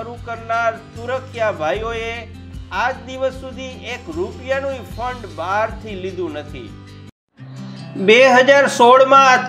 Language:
Gujarati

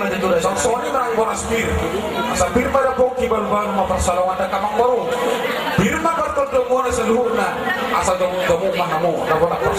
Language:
Batak Toba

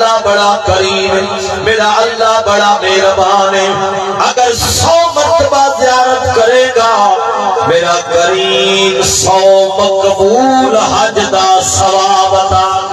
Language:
Saraiki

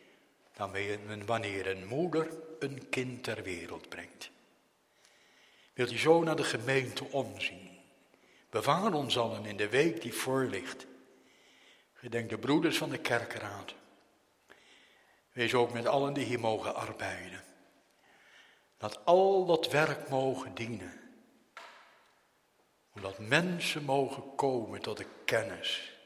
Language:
Dutch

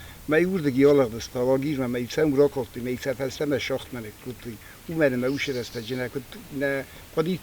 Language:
Ossetic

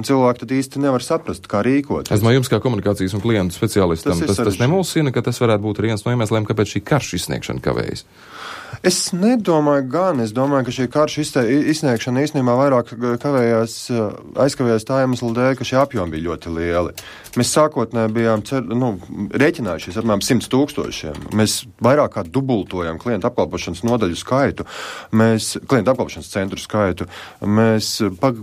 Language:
Latvian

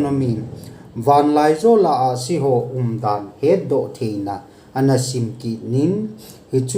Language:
Thado Chin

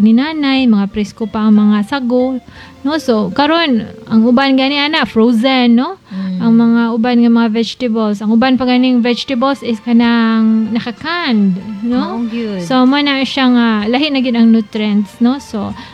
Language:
Cebuano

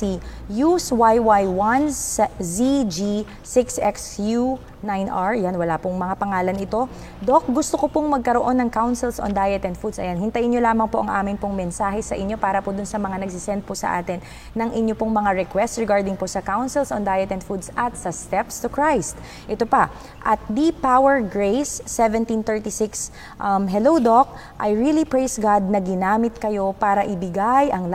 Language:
Filipino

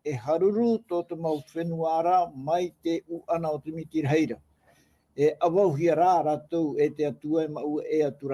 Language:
Tahitian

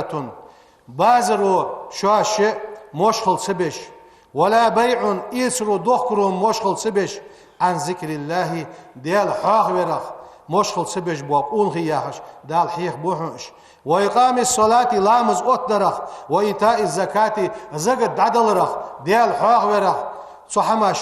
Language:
Ingush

